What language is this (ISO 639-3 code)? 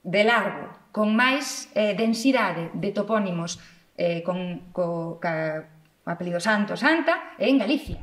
glg